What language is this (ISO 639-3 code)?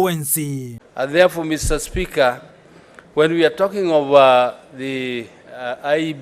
guz